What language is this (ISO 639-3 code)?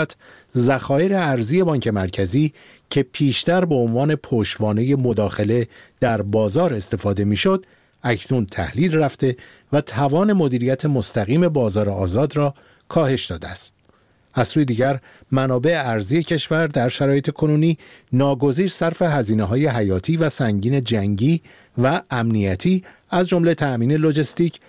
fas